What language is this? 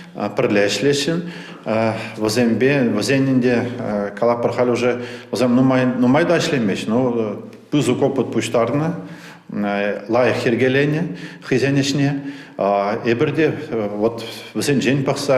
Chuvash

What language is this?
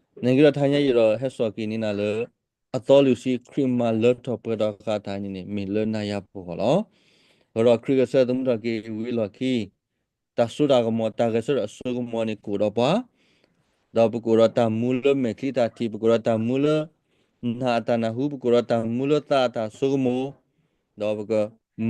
S'gaw Karen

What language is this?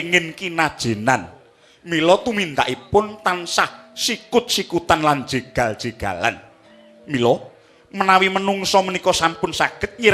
Javanese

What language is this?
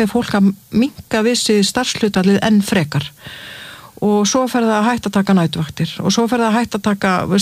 Icelandic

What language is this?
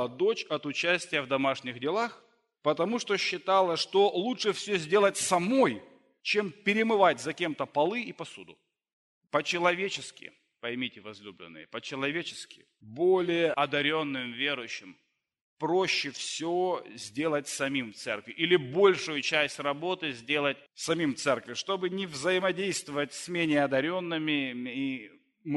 Russian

